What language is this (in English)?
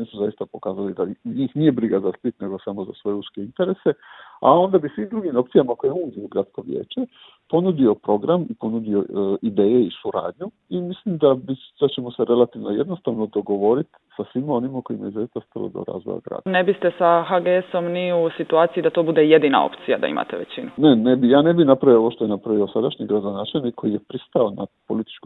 Croatian